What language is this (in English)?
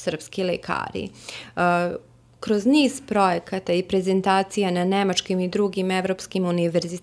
Serbian